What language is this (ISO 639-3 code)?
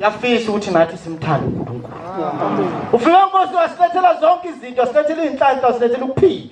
zul